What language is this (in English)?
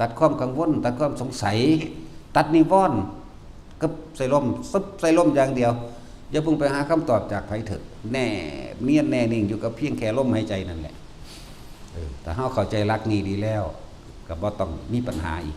Northeastern Thai